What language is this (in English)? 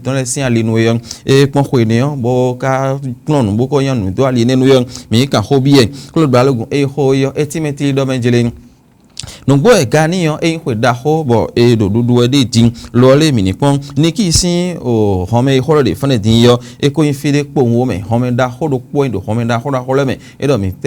Fon